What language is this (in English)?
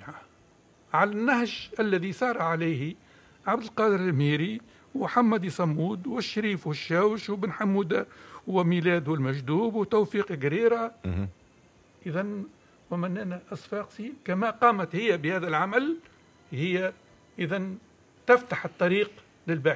Tunisian Arabic